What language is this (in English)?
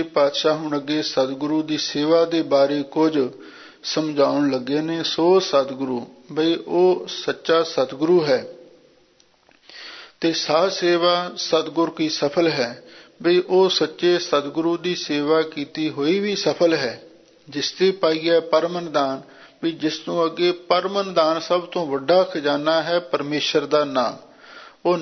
Punjabi